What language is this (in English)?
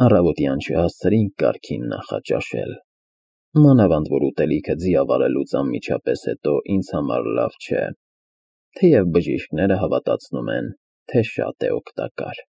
Armenian